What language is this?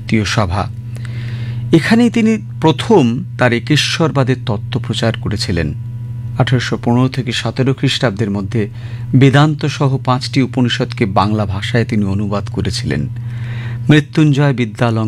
Bangla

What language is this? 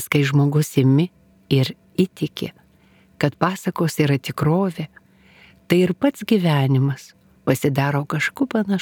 Lithuanian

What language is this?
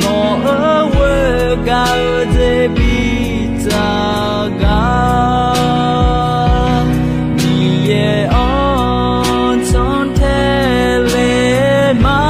Akha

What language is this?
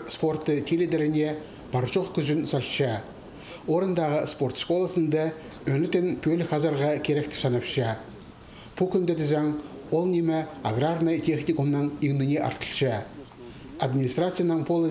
Khakas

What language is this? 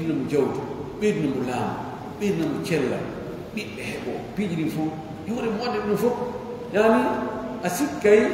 Pular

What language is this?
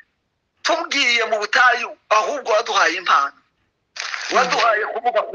Kinyarwanda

